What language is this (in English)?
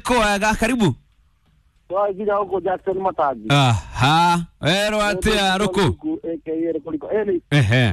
Kikuyu